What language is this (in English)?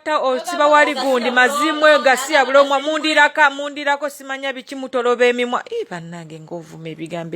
Ganda